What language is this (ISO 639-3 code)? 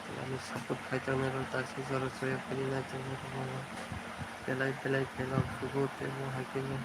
trp